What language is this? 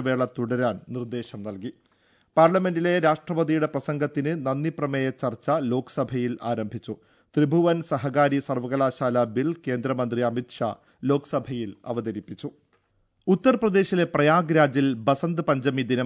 Malayalam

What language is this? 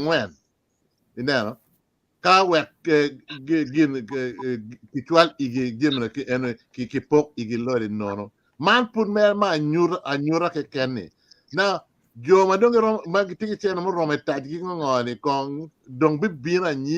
Acoli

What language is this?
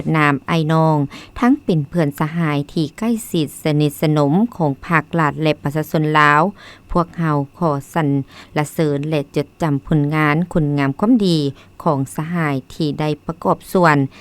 Lao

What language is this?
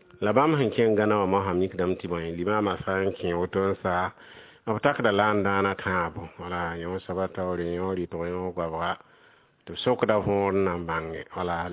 Mossi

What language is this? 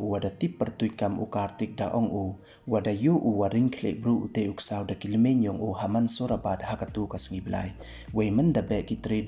Pnar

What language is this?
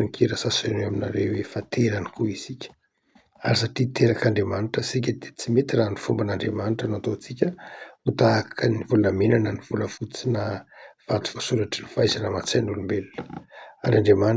Malagasy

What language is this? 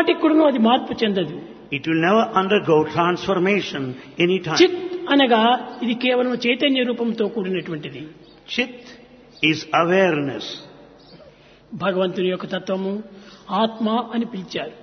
Telugu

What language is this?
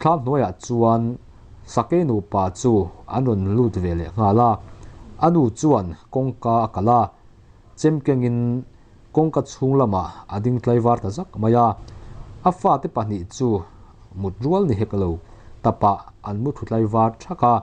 Mizo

